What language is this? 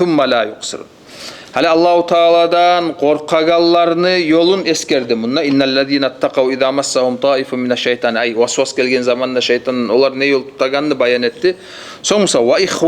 Kumyk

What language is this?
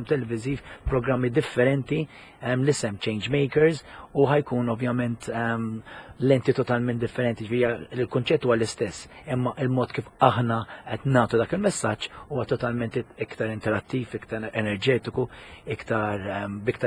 Maltese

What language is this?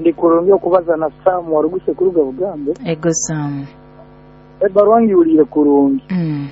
Nyoro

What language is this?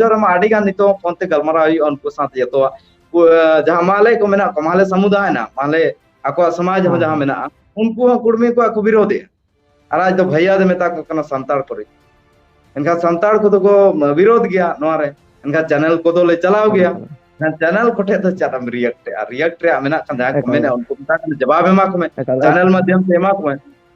Santali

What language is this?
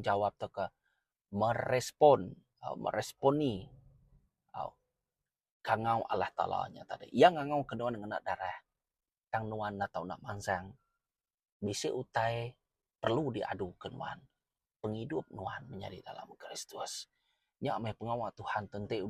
Iban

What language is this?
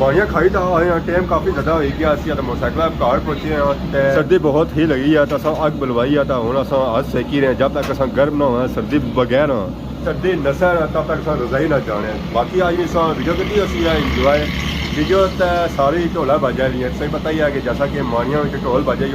Pahari-Potwari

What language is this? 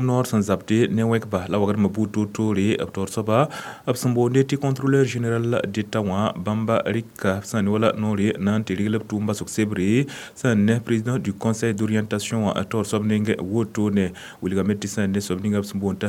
Mossi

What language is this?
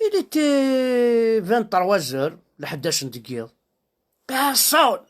Kabyle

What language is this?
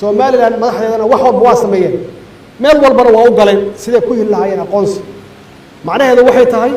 Somali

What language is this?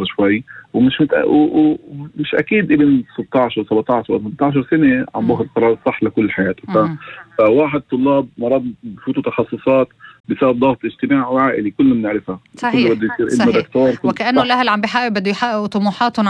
North Levantine Arabic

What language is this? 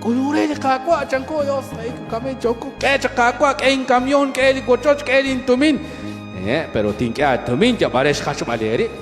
Kekchí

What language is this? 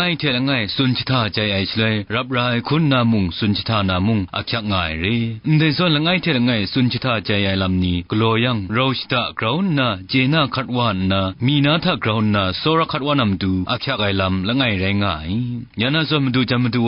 Kachin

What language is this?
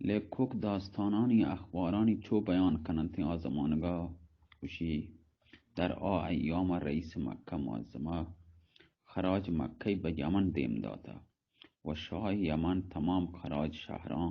Baluchi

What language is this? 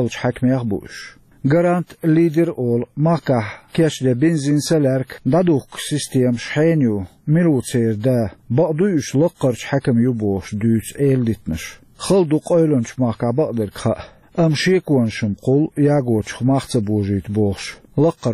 Chechen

